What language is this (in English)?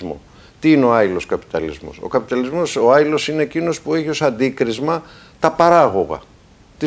Greek